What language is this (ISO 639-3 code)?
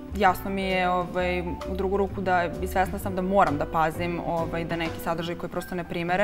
srp